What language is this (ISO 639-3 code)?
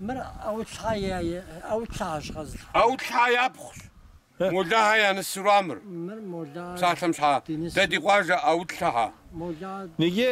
kbd